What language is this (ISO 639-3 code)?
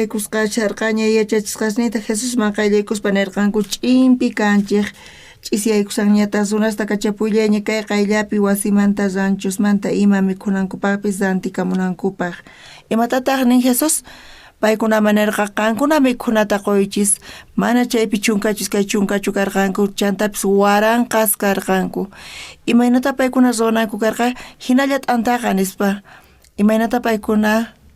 quh